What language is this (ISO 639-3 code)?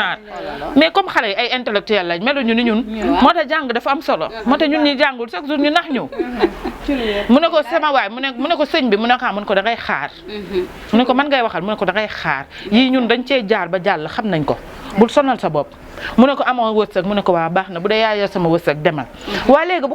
wol